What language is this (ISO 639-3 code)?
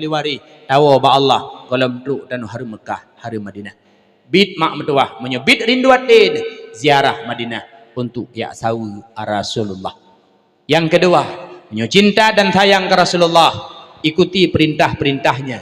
ace